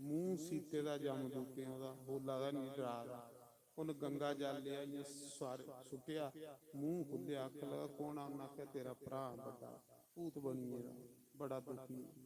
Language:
Dogri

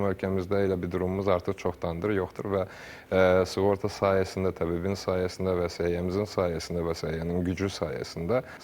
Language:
Azerbaijani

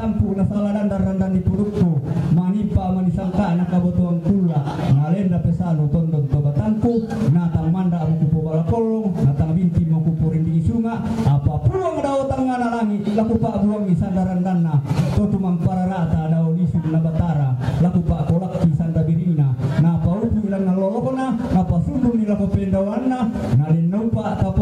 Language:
Toraja-Sa'dan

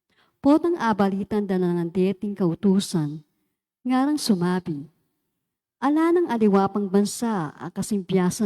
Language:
Pampanga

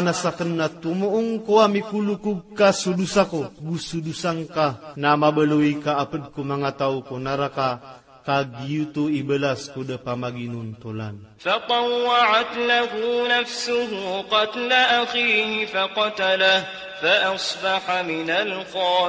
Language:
Maranao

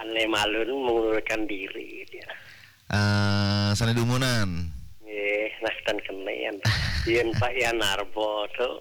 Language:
Balinese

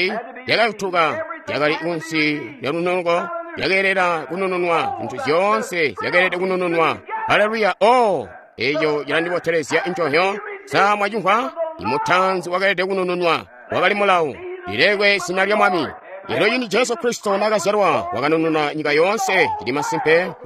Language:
Tonga (Zambia)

